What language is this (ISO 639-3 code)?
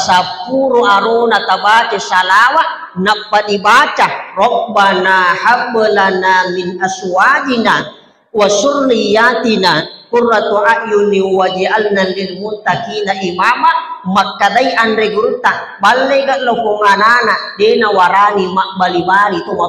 bug